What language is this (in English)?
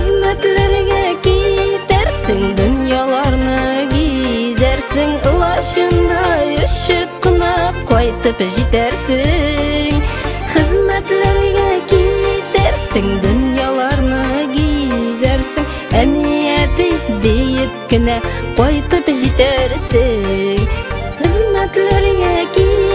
Bashkir